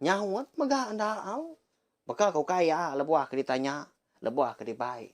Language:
Iban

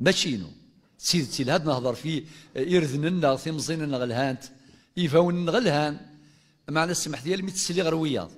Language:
Kabyle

